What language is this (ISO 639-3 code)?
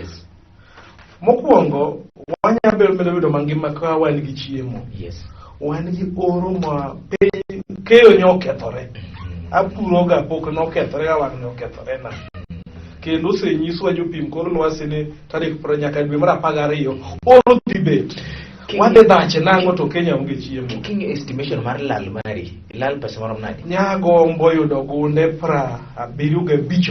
luo